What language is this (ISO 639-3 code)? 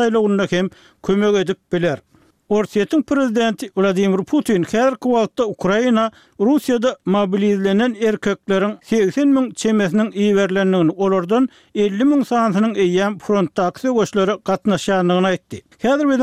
tuk